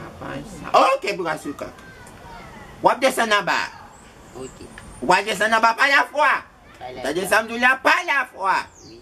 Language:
Haitian Creole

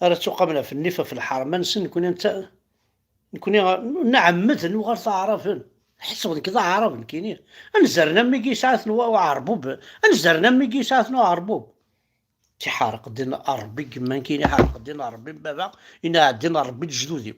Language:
Kabyle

